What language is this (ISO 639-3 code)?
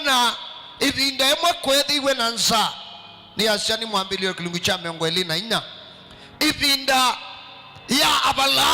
kam